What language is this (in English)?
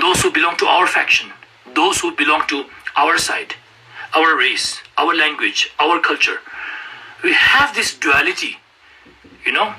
Ladakhi